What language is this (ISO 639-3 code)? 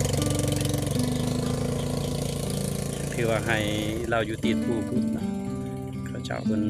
lao